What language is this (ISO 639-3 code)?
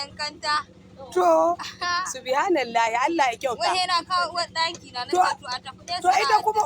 hau